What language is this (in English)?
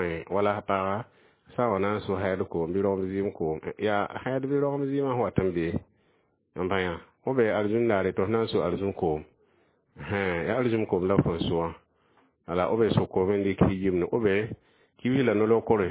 Mossi